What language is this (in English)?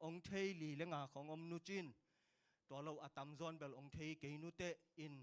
Tedim Chin